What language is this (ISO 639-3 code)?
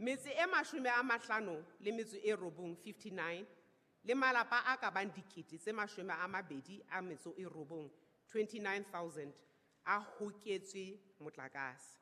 sot